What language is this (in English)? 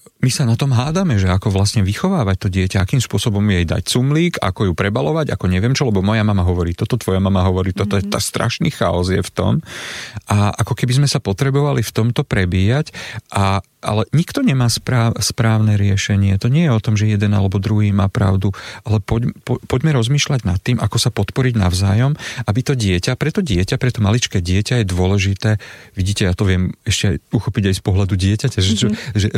Slovak